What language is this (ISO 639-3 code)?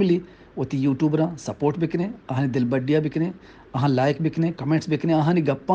bgp